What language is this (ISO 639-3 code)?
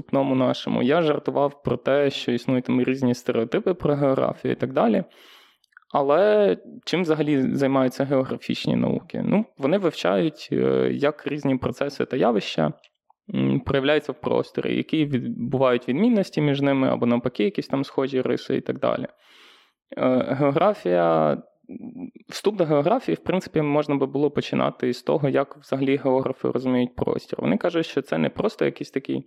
ukr